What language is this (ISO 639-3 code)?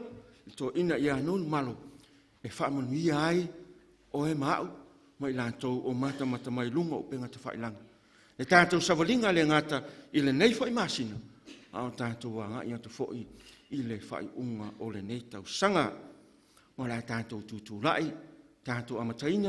smo